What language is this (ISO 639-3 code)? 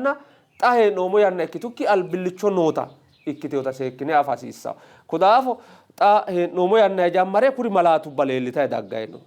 sid